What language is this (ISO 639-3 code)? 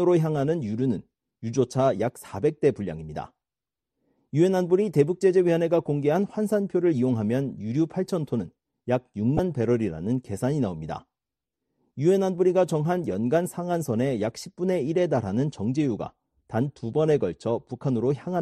kor